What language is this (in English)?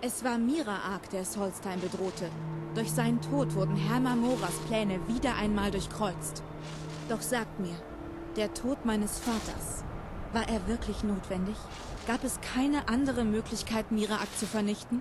Bavarian